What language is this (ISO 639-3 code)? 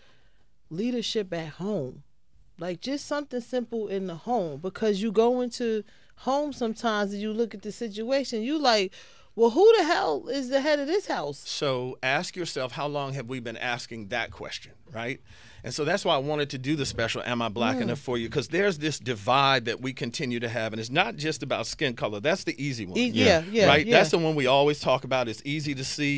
eng